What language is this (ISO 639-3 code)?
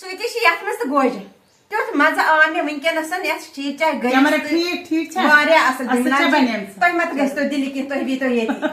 kas